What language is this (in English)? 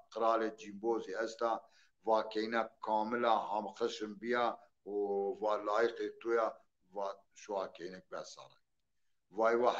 Zaza